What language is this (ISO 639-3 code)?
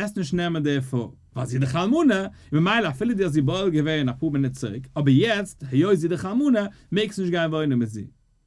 yid